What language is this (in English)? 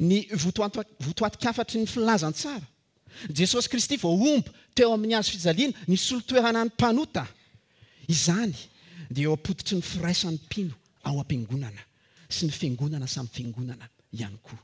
Malagasy